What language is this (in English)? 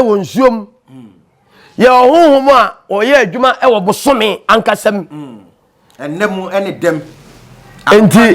Akan